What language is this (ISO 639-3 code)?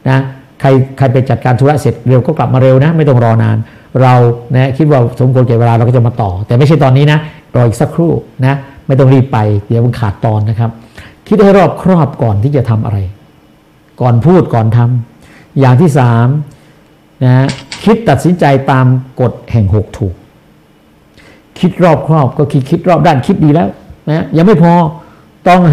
tha